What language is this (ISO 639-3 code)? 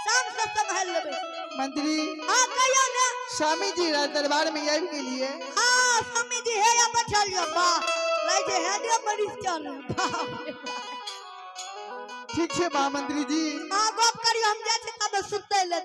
mai